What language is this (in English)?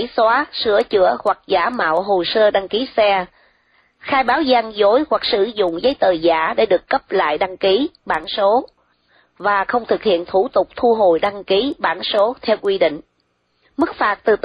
Vietnamese